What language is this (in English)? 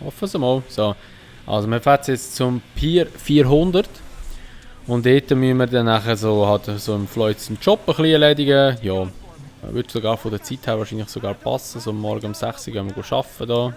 Swiss German